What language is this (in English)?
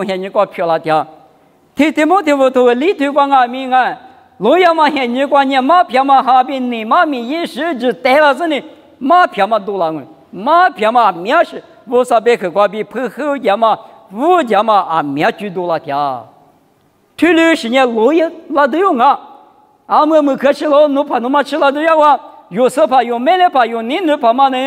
Lisu